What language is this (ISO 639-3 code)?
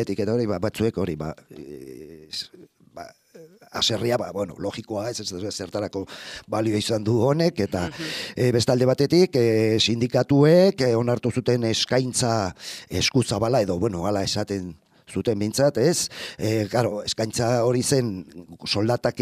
eus